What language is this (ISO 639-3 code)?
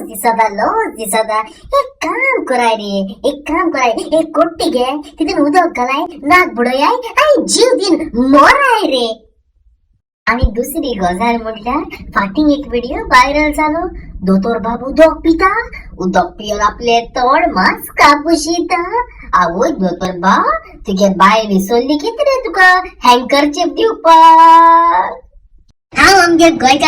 kok